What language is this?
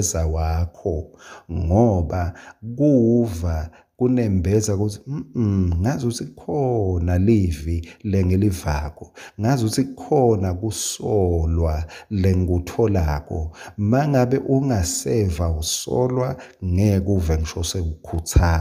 Swati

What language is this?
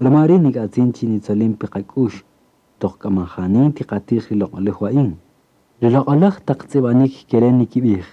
Kaqchikel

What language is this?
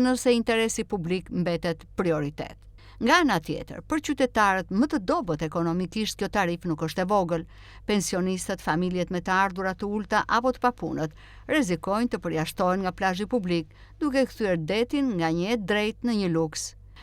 Albanian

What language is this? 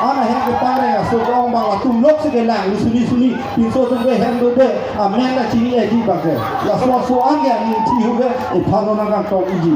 Karbi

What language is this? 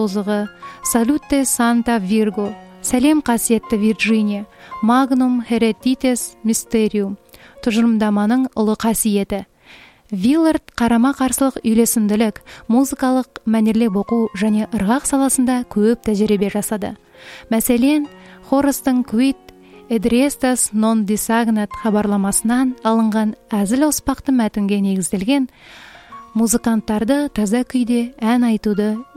Kazakh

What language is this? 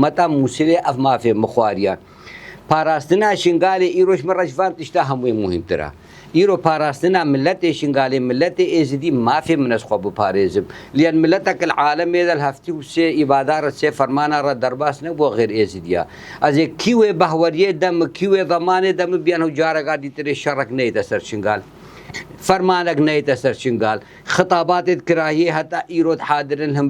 Kurdish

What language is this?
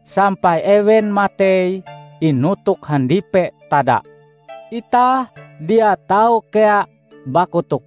Ngaju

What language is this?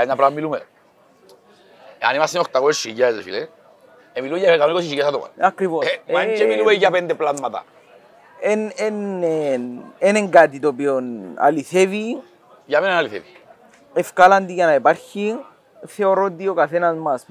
Greek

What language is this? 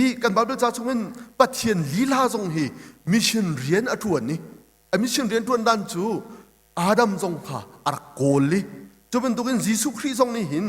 Hakha Chin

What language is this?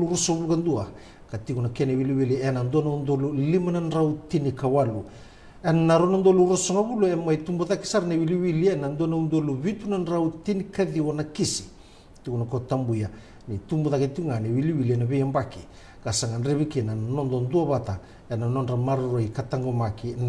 Fijian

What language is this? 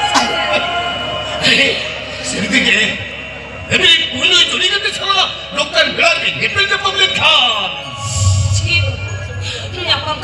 Santali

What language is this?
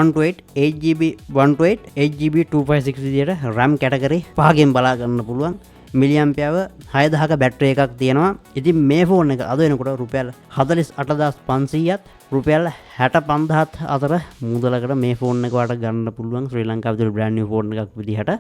Sinhala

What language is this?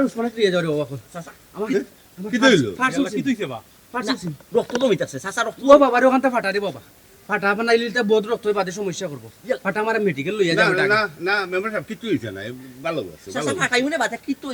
Sylheti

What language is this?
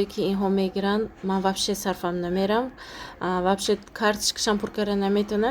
Tajik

